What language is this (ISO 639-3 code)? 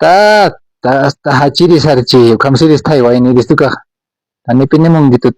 aym